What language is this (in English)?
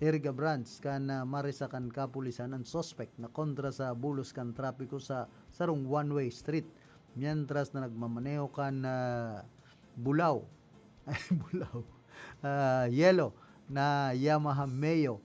Bikol